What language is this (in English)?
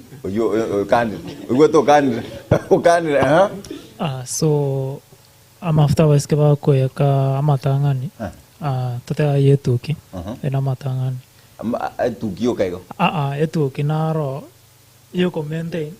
Gusii